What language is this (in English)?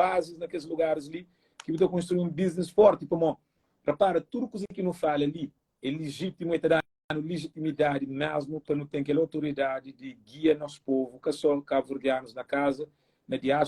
Kabuverdianu